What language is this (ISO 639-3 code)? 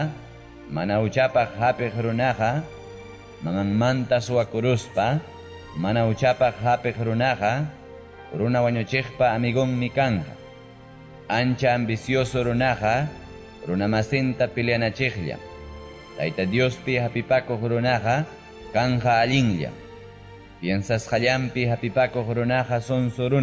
quy